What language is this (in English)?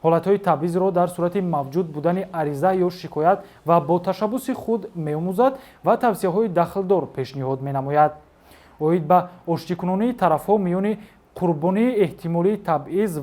Tajik